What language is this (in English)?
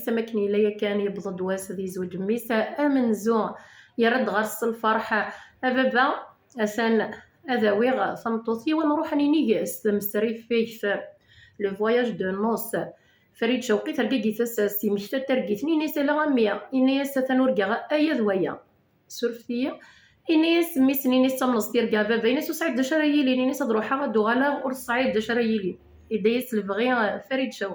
Kabyle